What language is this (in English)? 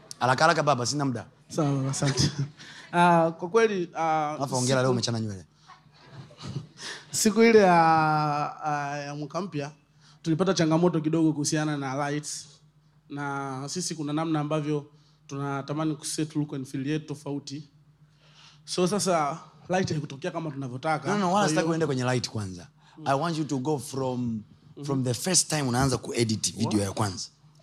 Swahili